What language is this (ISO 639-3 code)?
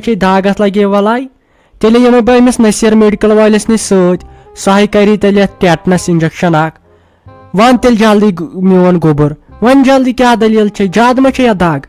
kas